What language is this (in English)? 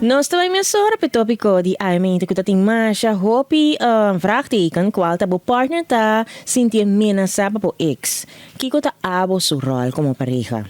Papiamento